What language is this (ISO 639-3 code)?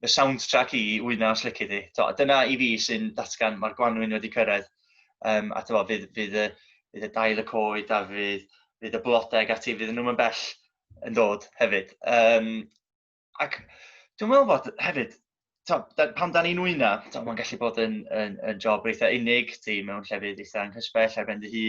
cym